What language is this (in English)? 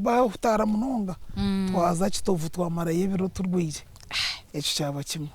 Nyankole